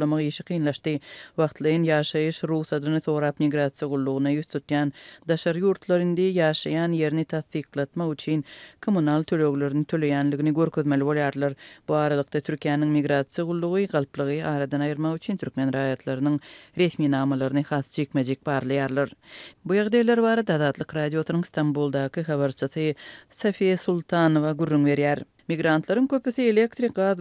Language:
Turkmen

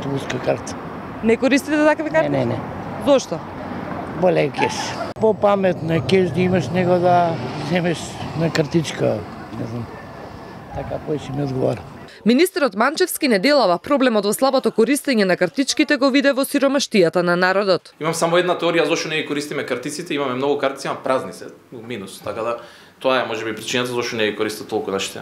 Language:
Macedonian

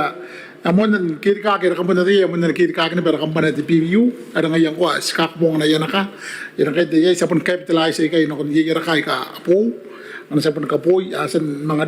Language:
Gilbertese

